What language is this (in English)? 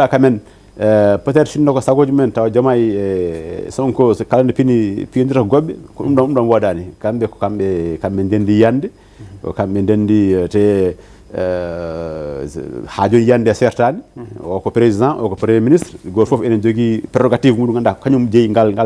Fula